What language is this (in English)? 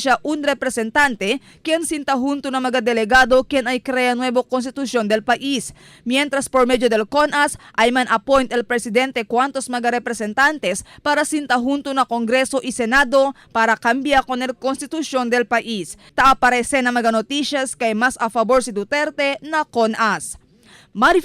Chavacano